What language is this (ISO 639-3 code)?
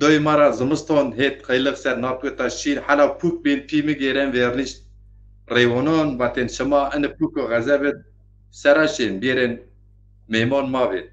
zza